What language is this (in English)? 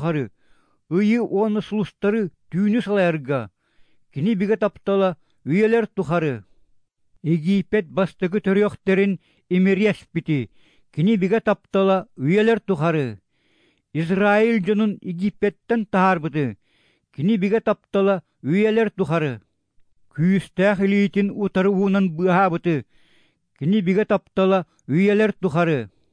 Yakut